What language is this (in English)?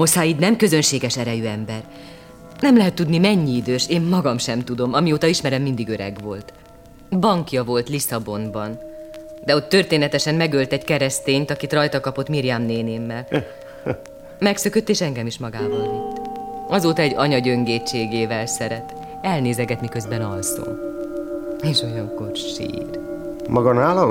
Hungarian